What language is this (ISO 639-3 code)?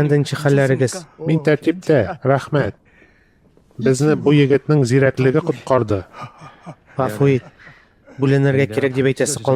tat